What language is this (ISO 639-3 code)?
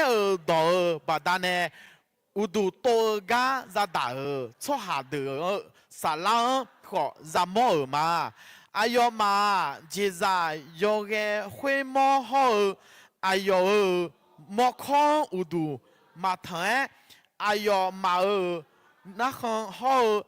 ahk